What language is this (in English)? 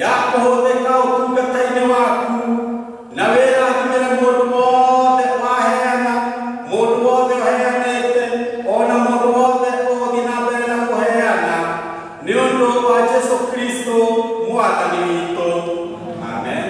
Kikuyu